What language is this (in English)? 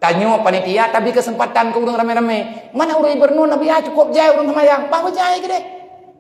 Achinese